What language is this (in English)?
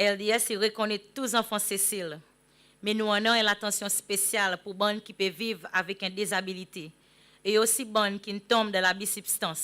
Seselwa Creole French